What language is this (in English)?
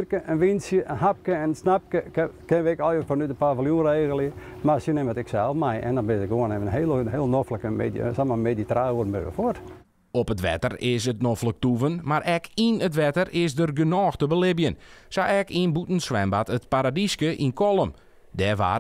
Western Frisian